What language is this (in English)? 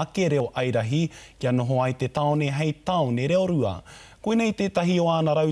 Māori